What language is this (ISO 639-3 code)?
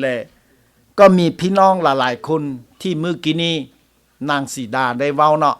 lao